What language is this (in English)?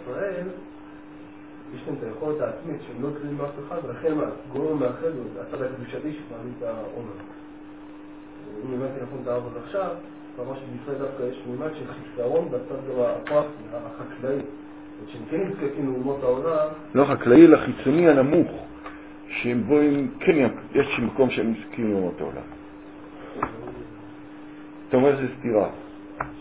Hebrew